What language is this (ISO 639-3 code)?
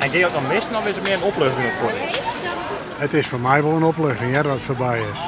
fry